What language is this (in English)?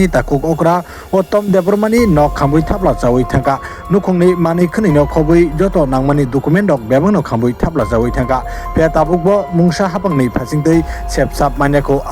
Kok Borok